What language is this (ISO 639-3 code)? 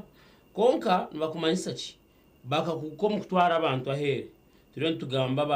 nyn